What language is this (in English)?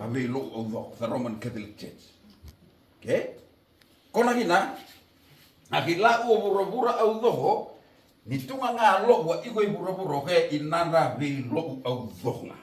Fijian